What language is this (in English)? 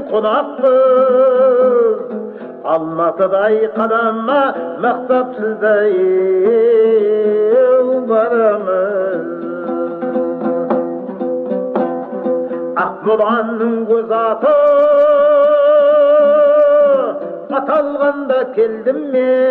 Kazakh